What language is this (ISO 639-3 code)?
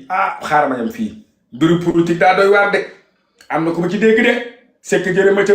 wol